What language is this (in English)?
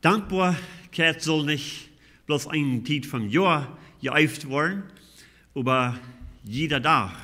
Plautdietsch